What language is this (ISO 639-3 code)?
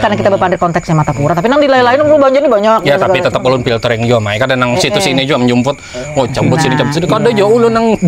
bjn